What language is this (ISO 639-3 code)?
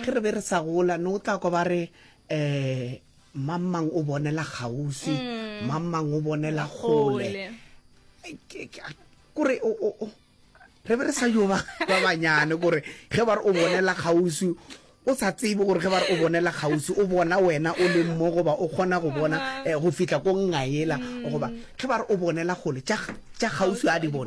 nso